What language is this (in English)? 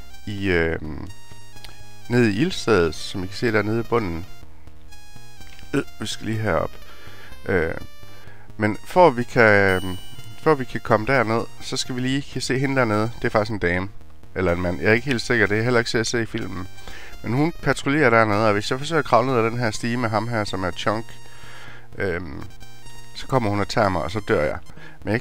Danish